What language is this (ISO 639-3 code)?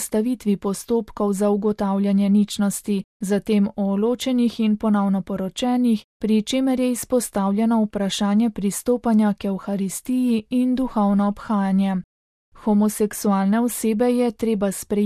slv